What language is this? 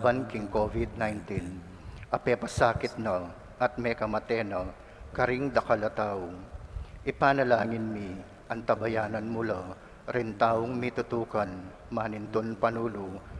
Pampanga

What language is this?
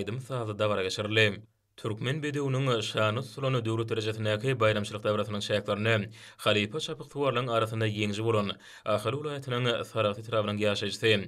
Turkmen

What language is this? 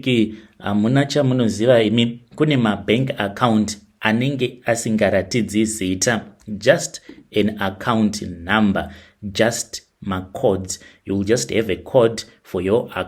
Shona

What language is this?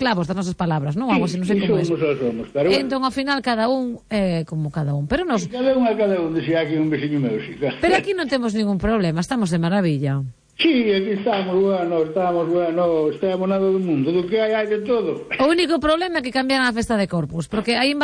Galician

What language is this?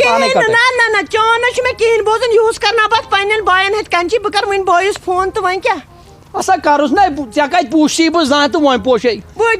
Kashmiri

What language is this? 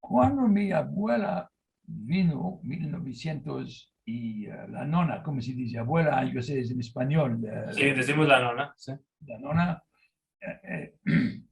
Ladino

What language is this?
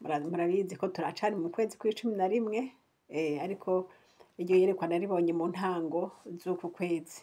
Rundi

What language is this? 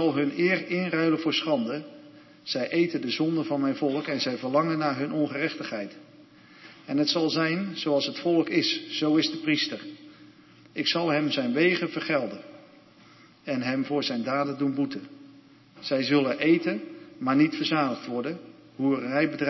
Dutch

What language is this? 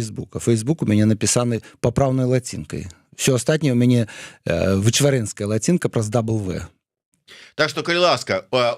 Belarusian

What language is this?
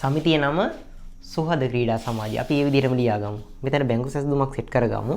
Sinhala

